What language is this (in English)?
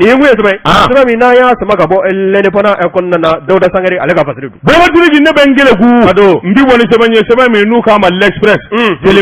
Bambara